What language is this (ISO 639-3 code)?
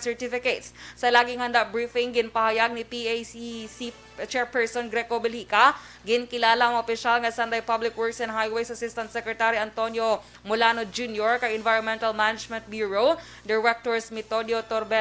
hil